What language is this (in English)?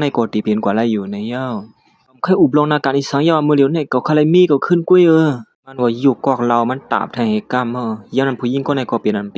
Shan